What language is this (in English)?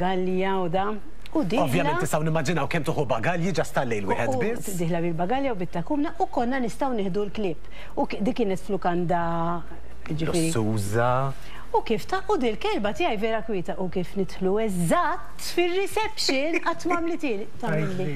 Maltese